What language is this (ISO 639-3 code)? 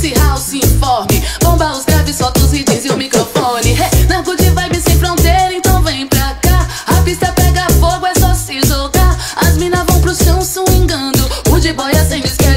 por